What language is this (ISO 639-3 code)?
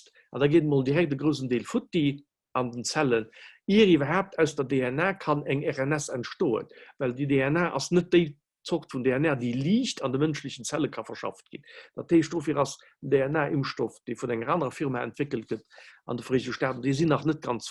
ltz